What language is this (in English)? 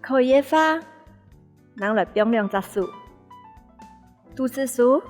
Hakka Chinese